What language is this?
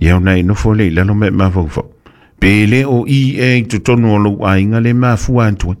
Samoan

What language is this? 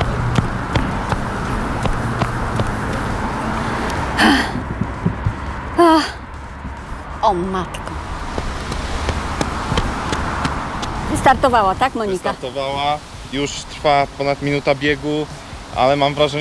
Polish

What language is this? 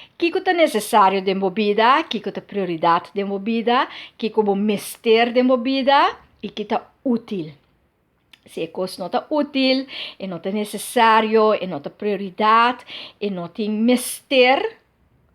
Papiamento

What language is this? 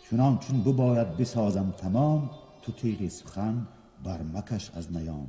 Tajik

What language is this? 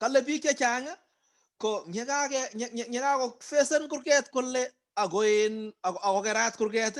Kalenjin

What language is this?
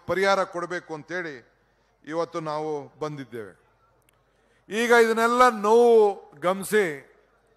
Kannada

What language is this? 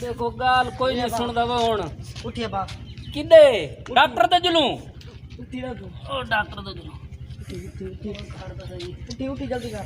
Saraiki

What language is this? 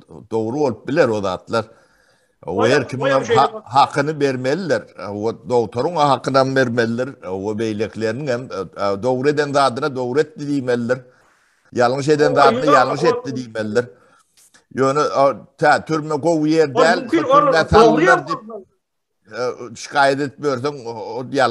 Turkmen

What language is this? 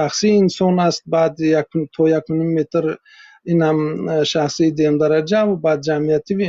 Tajik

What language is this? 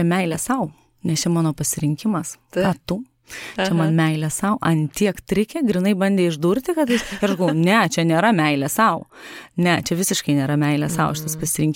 Lithuanian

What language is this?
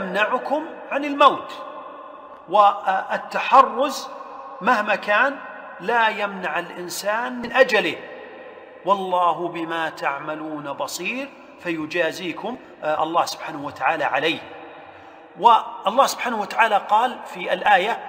Arabic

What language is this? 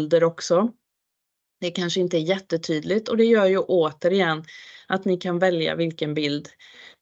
Swedish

